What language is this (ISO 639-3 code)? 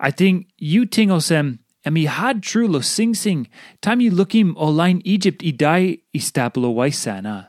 tpi